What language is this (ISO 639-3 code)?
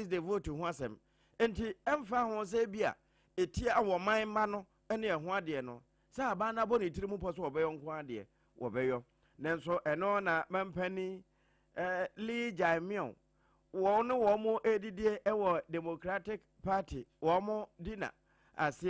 aka